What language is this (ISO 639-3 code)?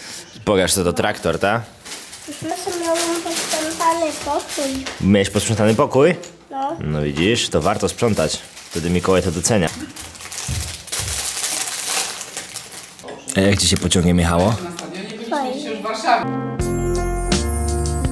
pol